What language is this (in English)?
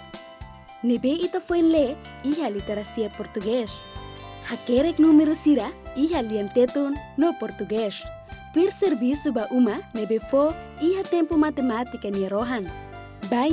Tetum